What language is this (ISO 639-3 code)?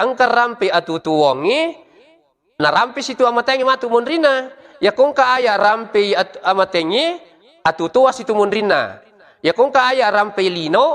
bug